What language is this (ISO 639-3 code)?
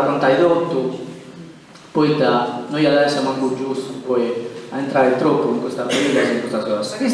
srd